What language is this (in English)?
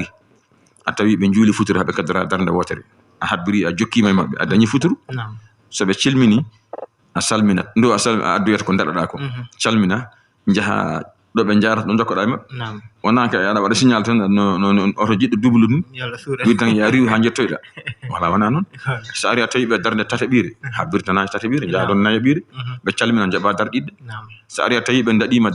Fula